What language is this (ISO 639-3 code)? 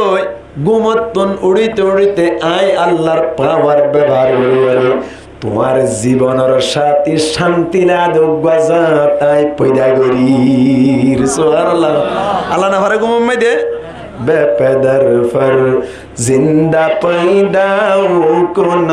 rhg